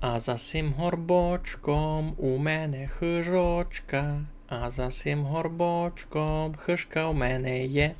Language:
Rusyn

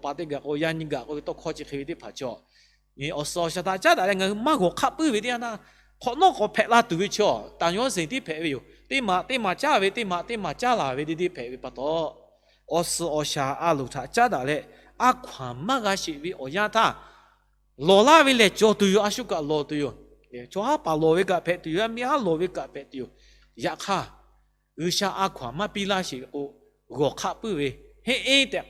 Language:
Lahu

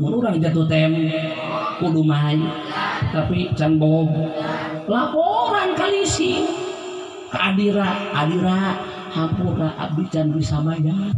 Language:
Sundanese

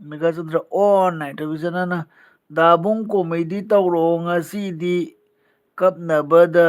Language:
Manipuri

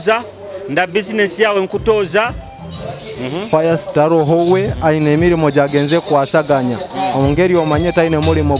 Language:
Nyoro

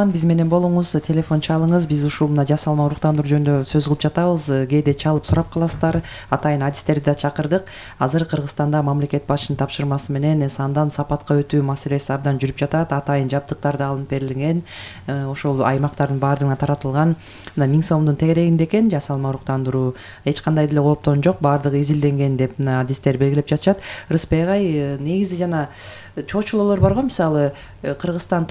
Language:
Kyrgyz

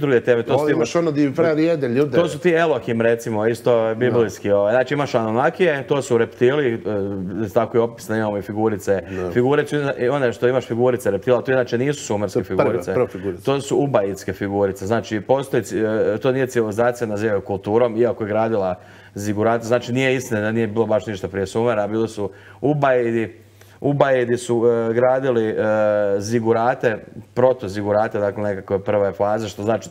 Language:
Croatian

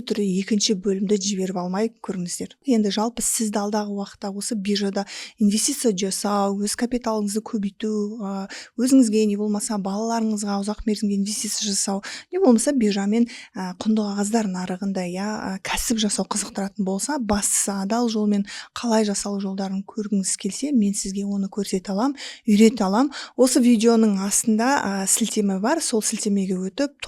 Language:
Kazakh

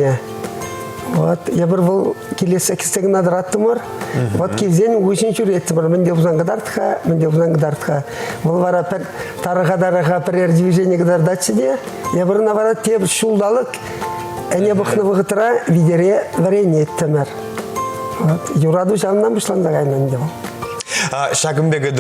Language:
Chuvash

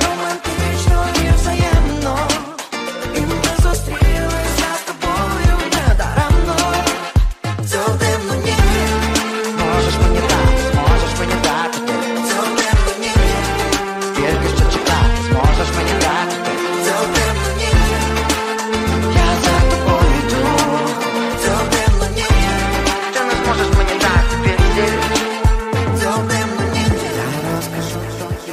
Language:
Ukrainian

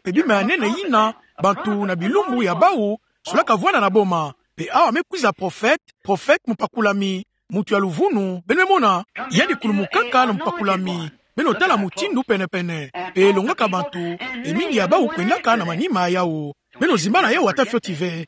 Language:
Kituba (Democratic Republic of Congo)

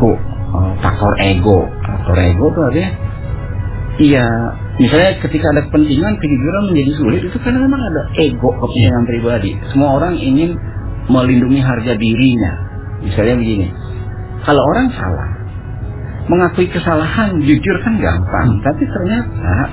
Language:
Indonesian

